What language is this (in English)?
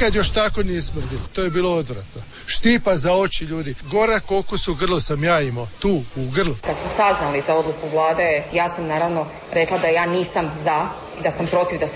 Croatian